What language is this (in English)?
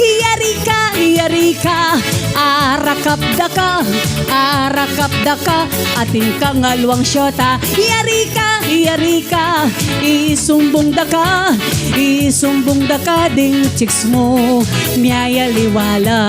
Pampanga